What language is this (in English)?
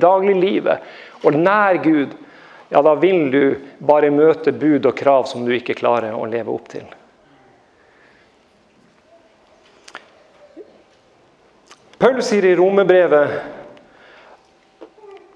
Norwegian